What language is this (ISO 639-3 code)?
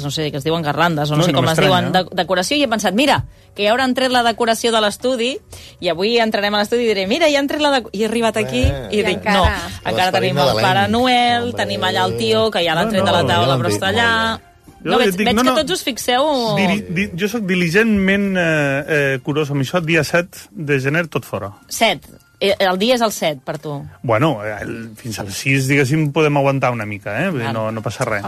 cat